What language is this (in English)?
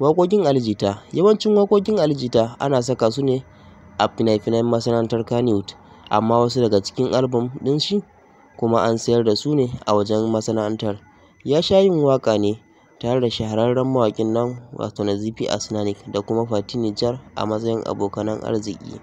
Hausa